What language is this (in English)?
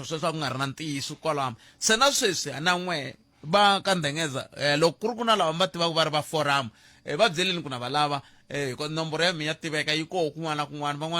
Tsonga